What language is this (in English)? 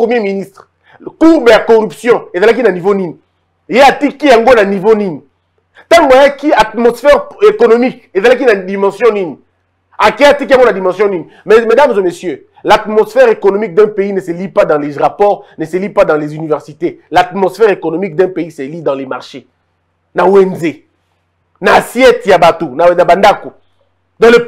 French